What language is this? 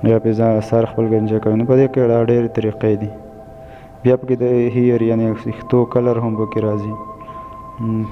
Pashto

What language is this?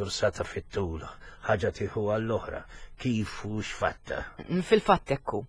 Maltese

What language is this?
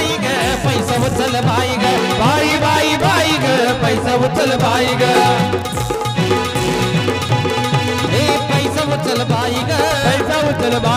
Marathi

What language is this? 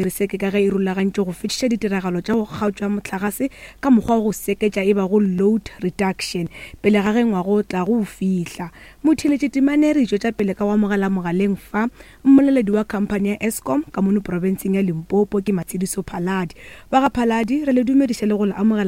Northern Sotho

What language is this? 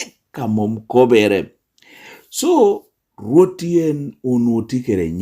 Lango (Uganda)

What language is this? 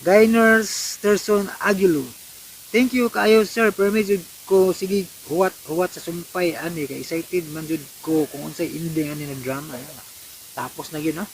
Cebuano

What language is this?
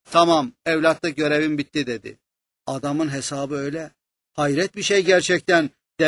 Turkish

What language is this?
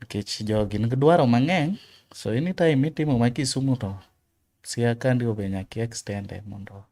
Luo (Kenya and Tanzania)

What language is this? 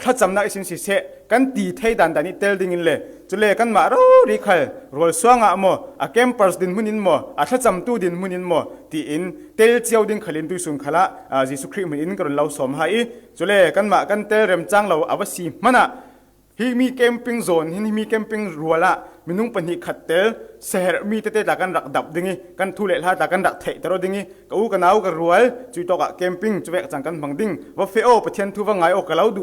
Falam Chin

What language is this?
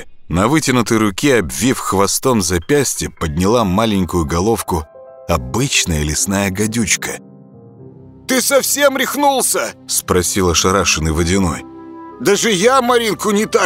Russian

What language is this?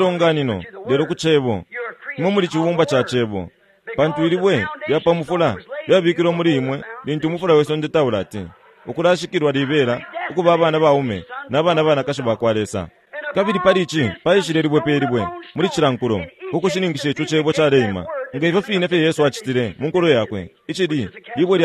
Bemba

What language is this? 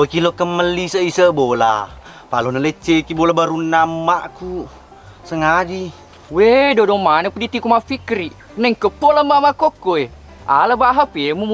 Buginese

